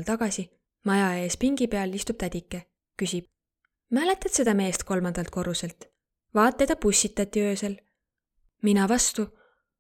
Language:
Estonian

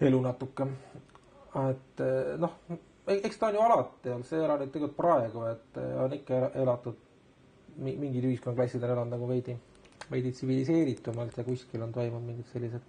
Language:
Estonian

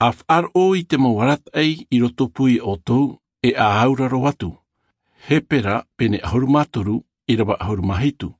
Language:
Tahitian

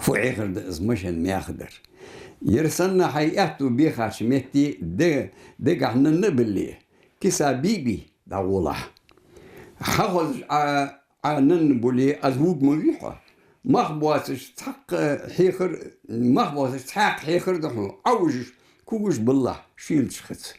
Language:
Ingush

